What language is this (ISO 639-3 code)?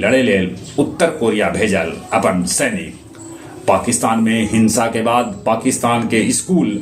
mag